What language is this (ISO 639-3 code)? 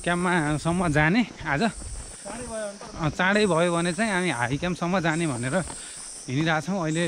nep